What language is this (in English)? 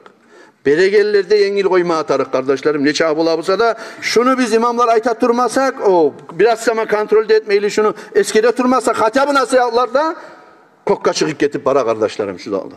Kumyk